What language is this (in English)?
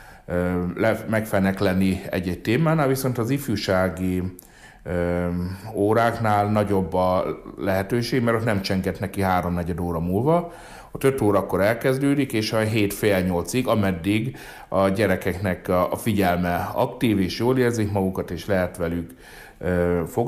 Hungarian